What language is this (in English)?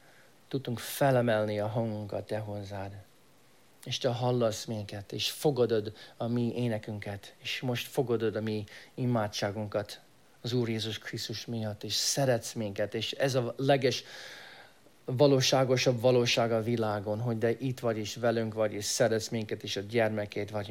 Hungarian